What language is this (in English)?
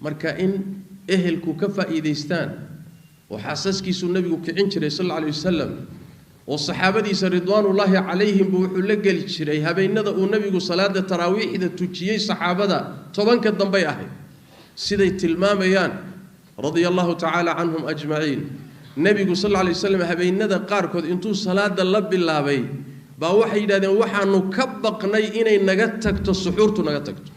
Somali